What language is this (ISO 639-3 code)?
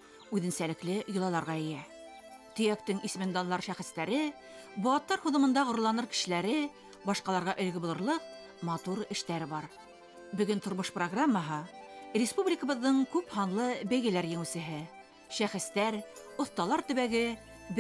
bak